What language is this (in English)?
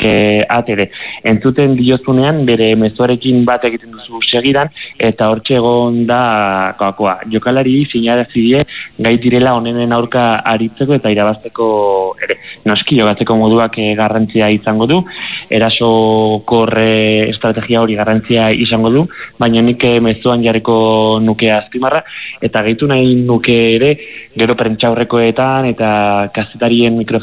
Basque